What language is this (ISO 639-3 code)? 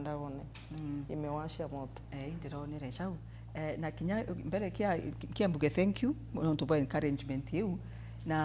mer